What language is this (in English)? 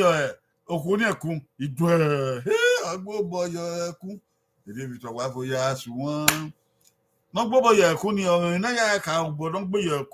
Bini